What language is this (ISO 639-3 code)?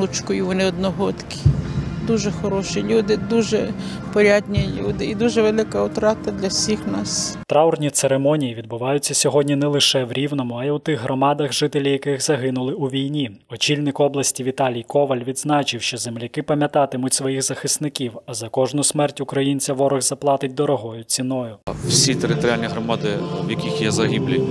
ukr